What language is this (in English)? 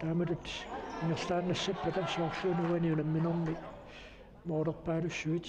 Kalaallisut